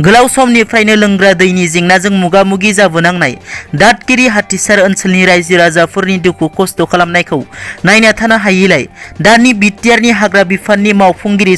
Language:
Bodo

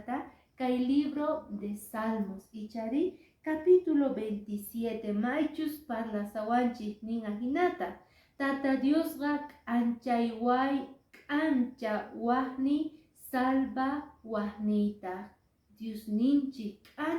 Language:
Quechua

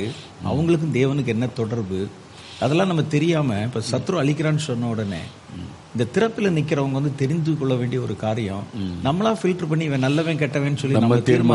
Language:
Tamil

